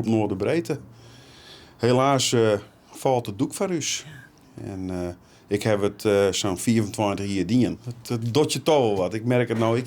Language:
Western Frisian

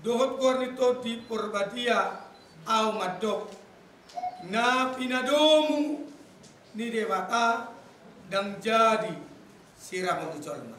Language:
Batak Toba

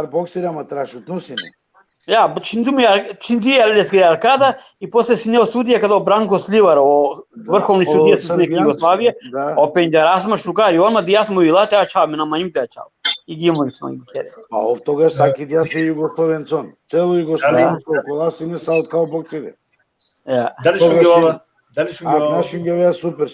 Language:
Balkan Romani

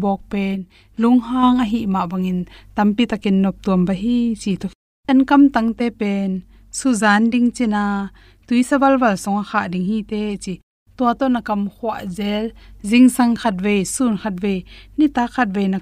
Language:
Tedim Chin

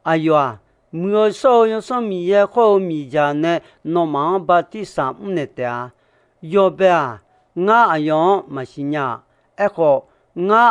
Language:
Akha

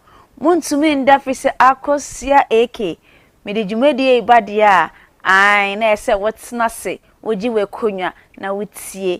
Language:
Akan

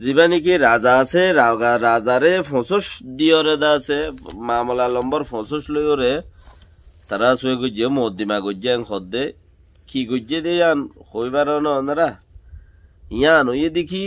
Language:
Rohingya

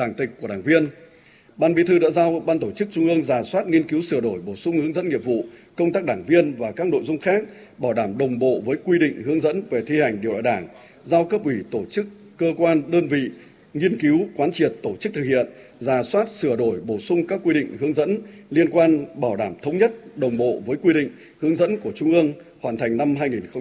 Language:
Vietnamese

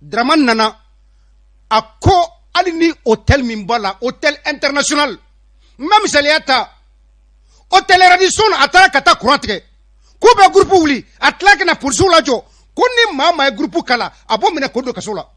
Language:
Bambara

